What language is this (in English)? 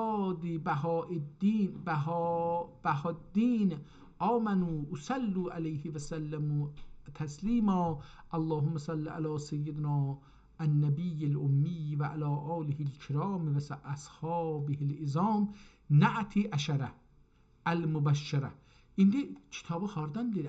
South Azerbaijani